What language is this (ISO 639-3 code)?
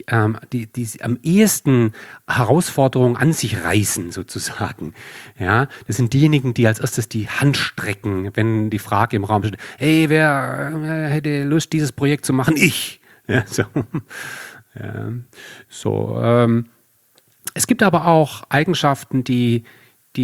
deu